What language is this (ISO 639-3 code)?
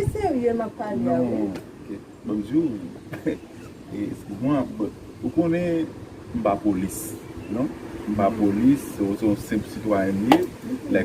hat